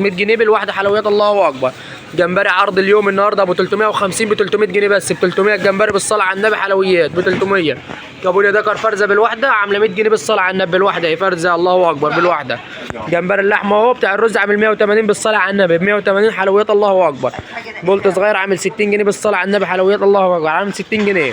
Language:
Egyptian Arabic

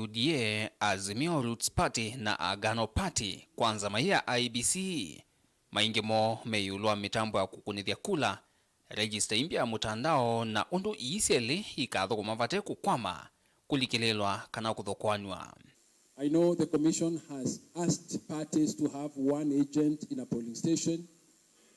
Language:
Kamba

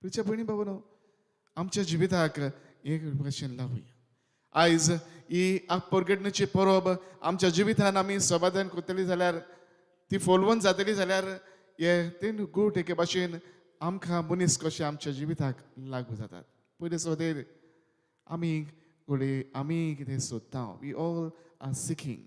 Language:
Konkani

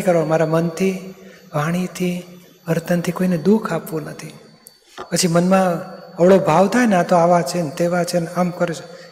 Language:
Gujarati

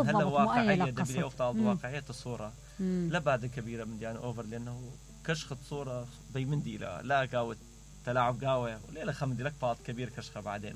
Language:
Mesopotamian Arabic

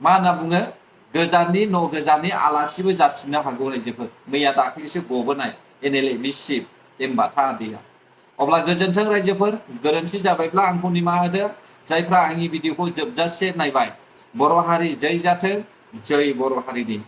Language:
Bodo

